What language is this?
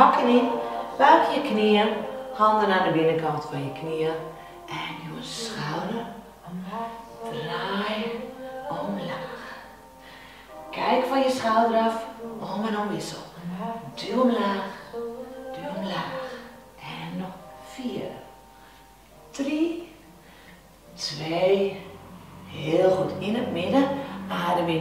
Dutch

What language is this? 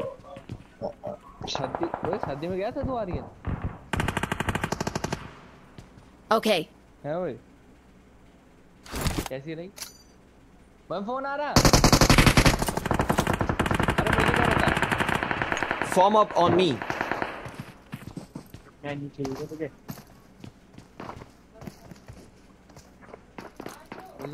Hindi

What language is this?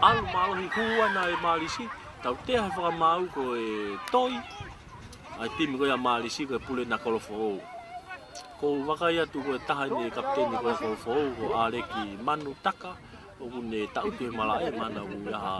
Tongan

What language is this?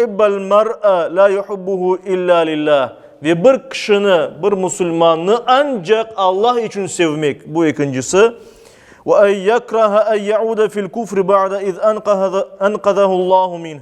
Crimean Tatar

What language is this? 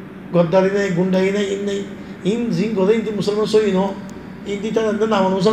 Rohingya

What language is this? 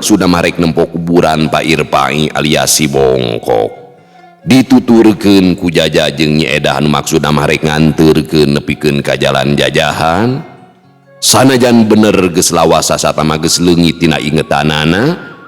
Sundanese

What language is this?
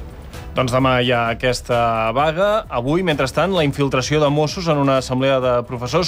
Catalan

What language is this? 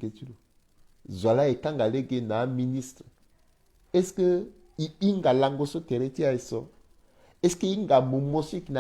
Sango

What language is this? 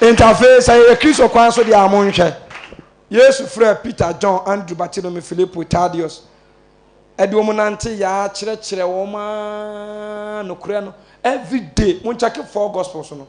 Akan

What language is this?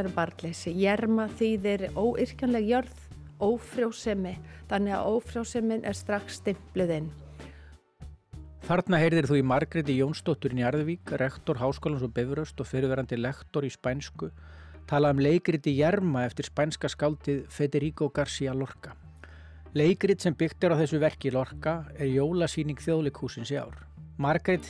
Icelandic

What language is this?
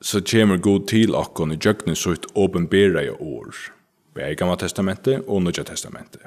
Faroese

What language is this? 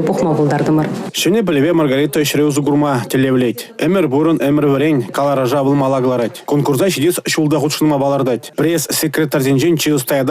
Chuvash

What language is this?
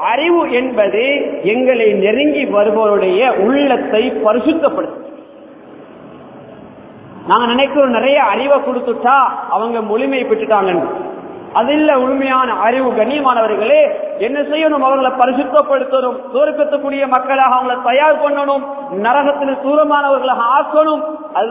Tamil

